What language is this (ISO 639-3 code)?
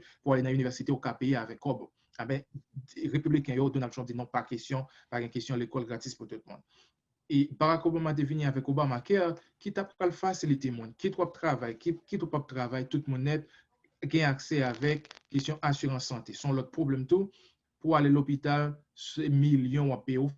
hat